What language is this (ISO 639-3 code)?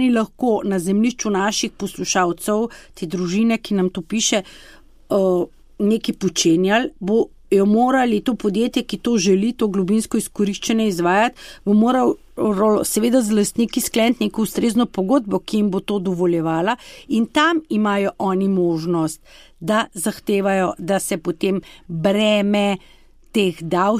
slv